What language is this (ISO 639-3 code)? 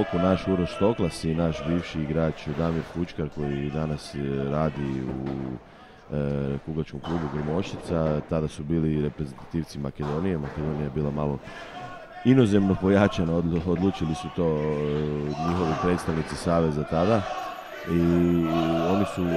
hrv